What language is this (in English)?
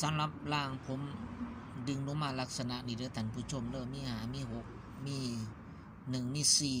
Lao